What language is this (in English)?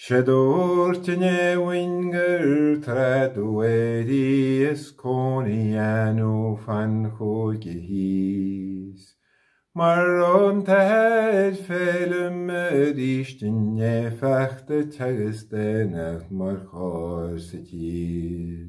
Irish